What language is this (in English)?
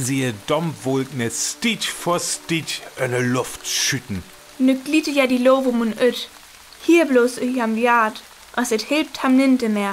Northern Frisian